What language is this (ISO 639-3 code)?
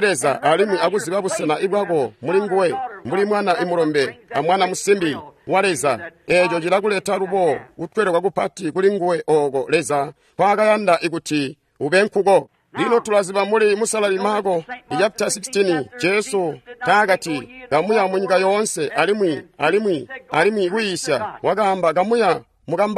toi